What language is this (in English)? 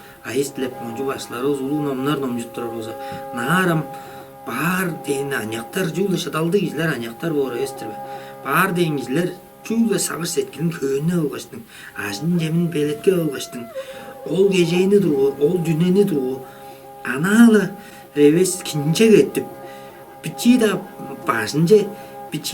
Tuvinian